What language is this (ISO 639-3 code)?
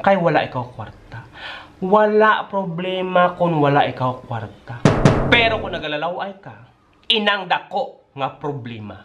hil